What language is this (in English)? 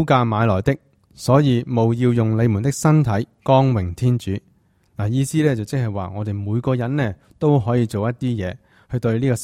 Cantonese